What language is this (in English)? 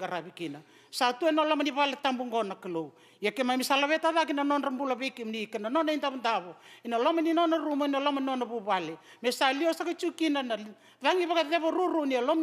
Fijian